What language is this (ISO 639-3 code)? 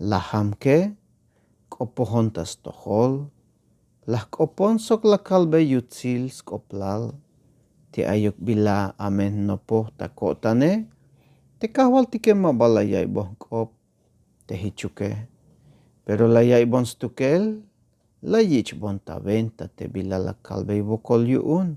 tzh